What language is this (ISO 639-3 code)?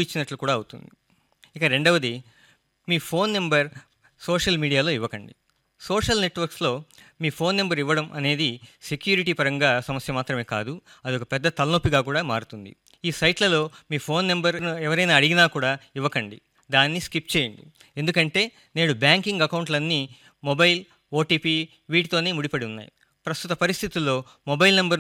tel